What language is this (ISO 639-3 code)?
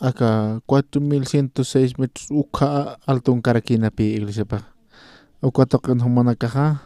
aym